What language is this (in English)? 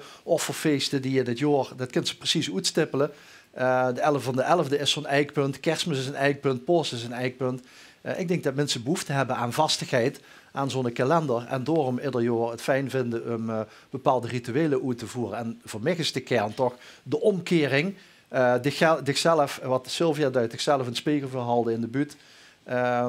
Limburgish